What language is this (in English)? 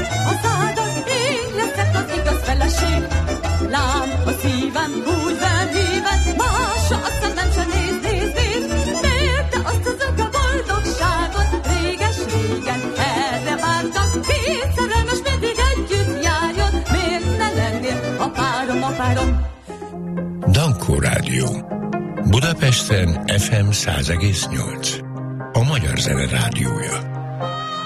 Hungarian